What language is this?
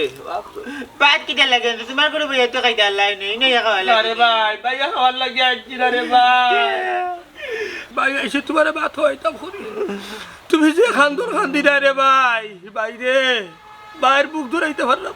Sylheti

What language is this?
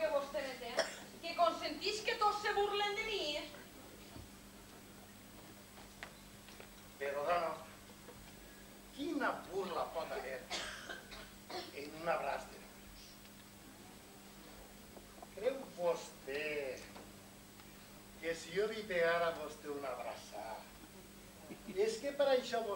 Catalan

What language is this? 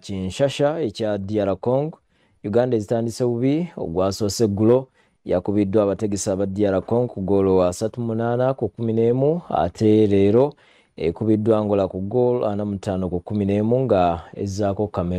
Ganda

